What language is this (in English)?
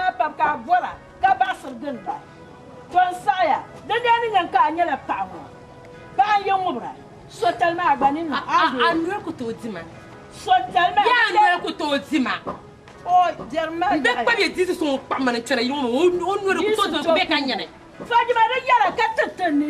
Dagbani